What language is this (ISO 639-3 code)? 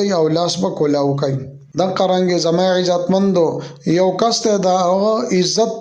pus